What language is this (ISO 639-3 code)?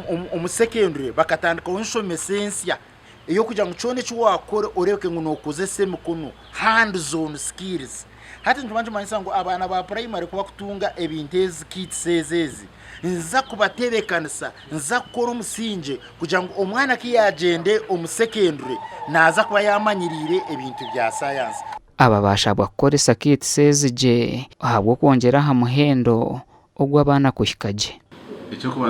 nyn